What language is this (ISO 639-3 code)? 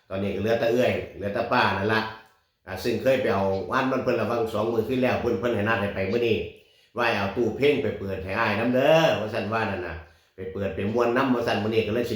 tts